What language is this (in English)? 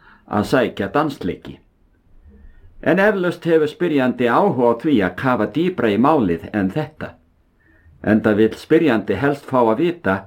Icelandic